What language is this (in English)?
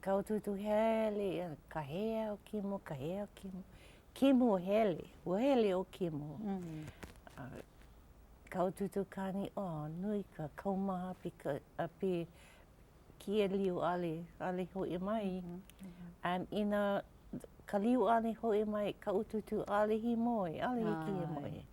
Hawaiian